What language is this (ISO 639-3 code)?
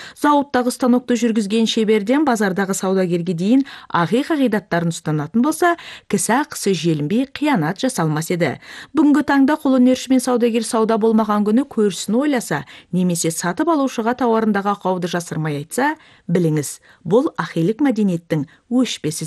kaz